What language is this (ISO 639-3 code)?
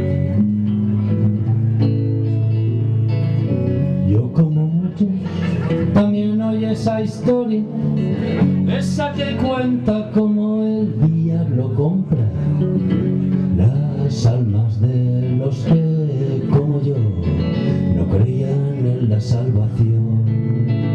spa